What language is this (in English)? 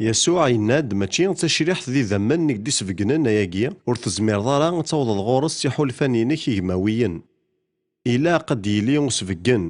Kabyle